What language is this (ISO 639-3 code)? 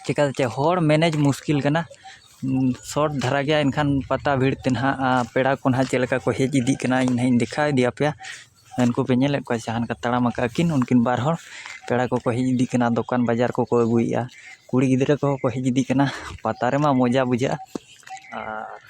sat